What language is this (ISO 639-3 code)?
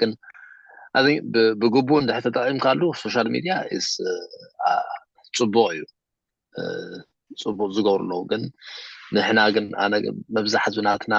tir